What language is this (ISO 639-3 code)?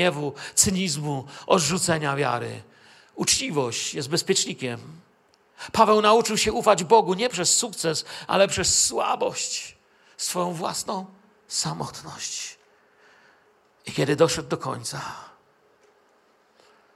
pol